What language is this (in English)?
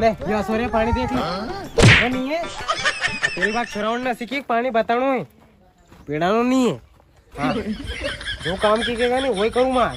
Rajasthani